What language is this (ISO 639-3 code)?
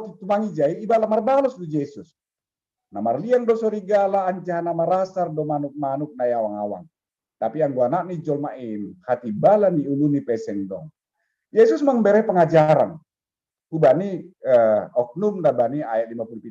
bts